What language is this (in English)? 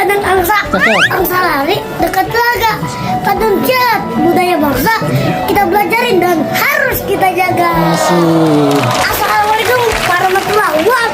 Betawi